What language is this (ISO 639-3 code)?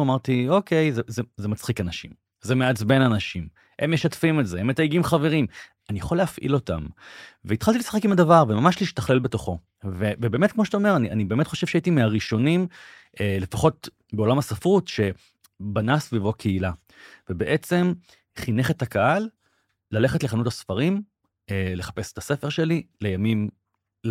heb